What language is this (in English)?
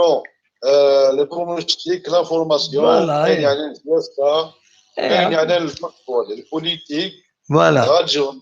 Kabyle